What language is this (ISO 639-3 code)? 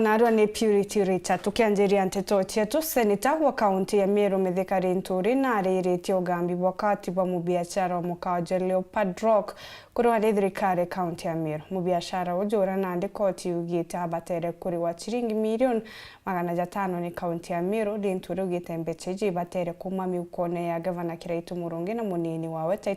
mer